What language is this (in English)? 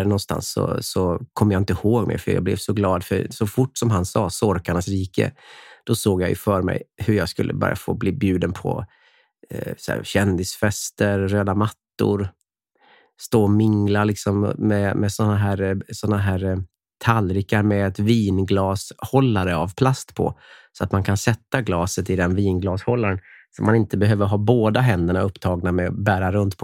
Swedish